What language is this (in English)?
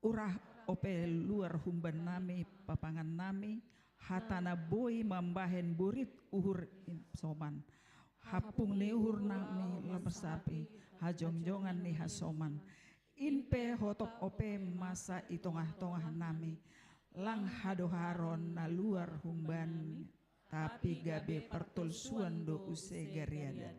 Batak Simalungun